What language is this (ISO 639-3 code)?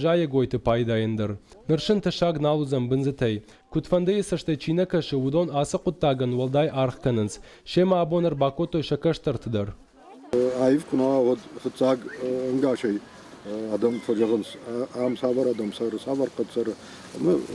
oss